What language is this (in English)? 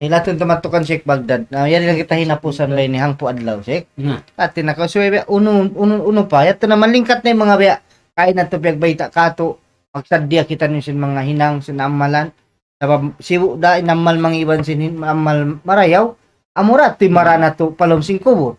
Tausug